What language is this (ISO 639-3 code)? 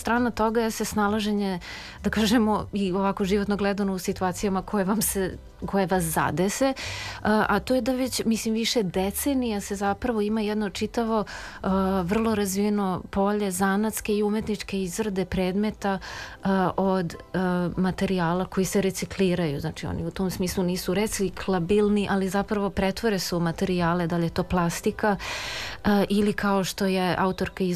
srp